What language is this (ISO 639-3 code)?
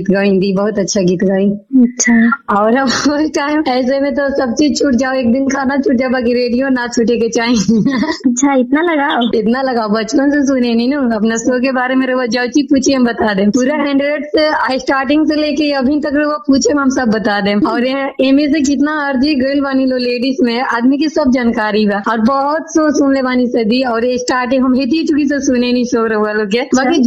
bho